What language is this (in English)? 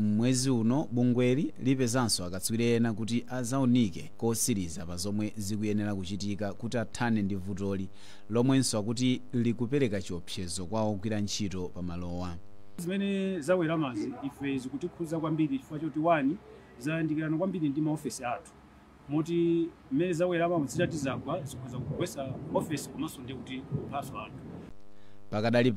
Nyanja